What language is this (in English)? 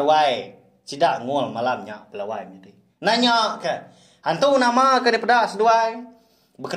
Iban